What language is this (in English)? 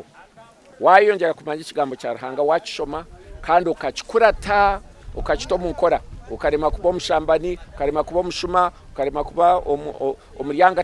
Nyankole